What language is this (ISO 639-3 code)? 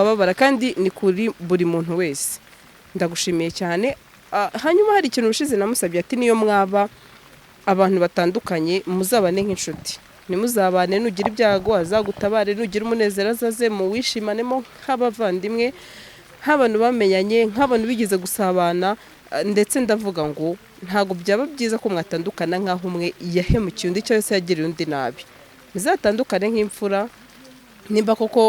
kin